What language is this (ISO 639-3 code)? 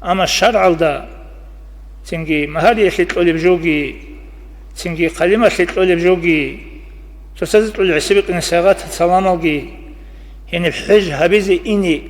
ava